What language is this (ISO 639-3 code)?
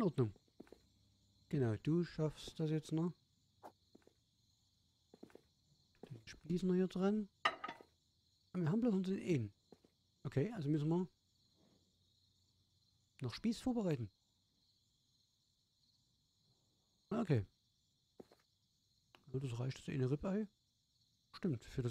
deu